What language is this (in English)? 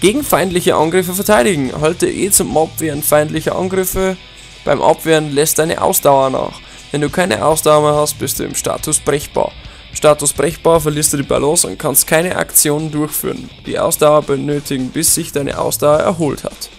Bavarian